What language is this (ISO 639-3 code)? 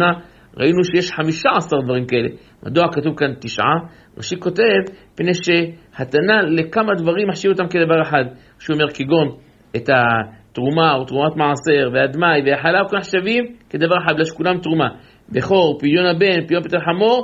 heb